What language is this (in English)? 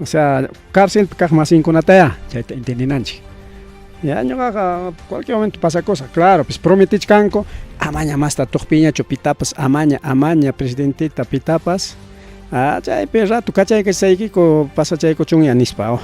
Ayacucho Quechua